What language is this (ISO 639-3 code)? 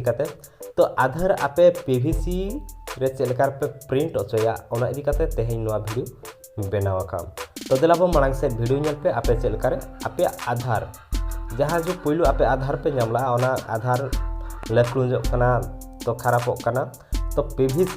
sat